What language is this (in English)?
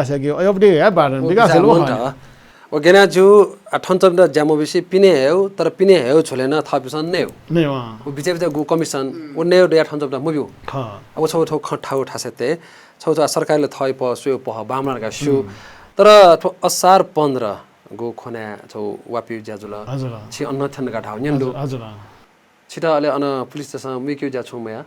Newari